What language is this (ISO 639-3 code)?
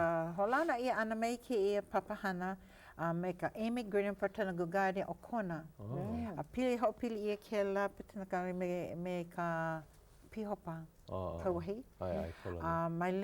haw